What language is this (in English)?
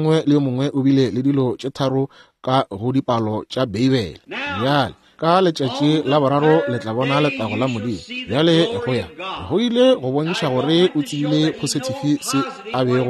Northern Sotho